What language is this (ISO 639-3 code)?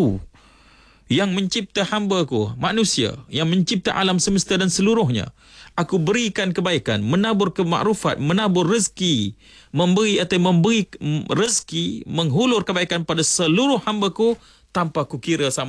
msa